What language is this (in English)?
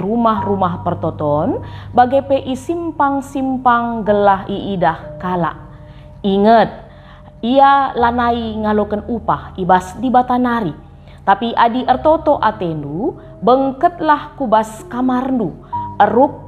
Batak Karo